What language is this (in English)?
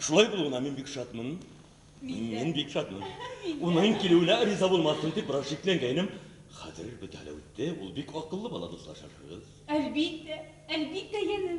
Bashkir